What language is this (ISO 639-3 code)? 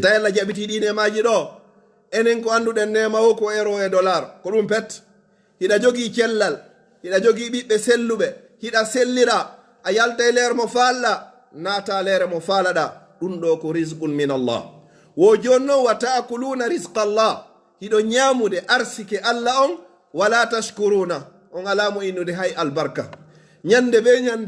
fuf